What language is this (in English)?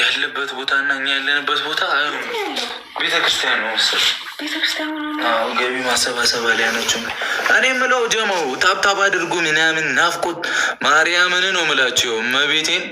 Amharic